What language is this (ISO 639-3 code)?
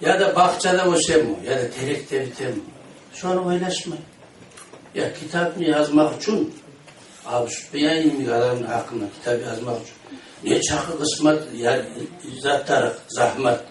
kum